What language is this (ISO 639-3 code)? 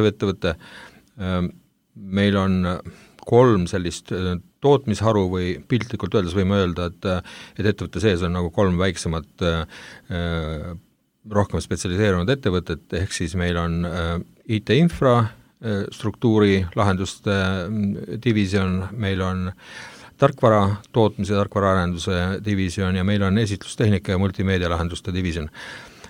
est